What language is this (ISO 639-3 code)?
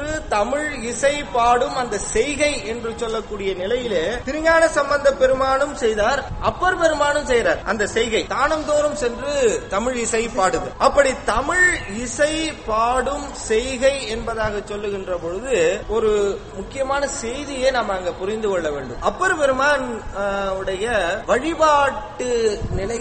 tam